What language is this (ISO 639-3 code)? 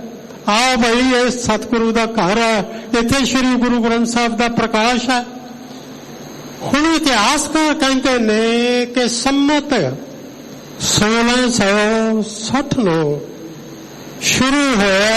pan